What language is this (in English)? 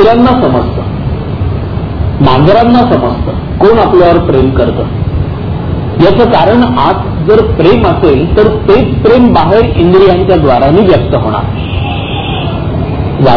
Marathi